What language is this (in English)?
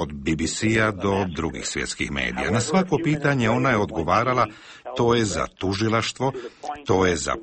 Bosnian